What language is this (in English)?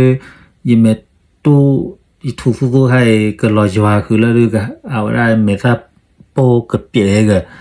S'gaw Karen